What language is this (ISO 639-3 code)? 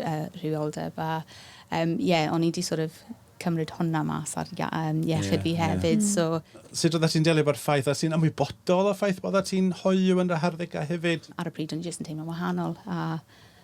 cym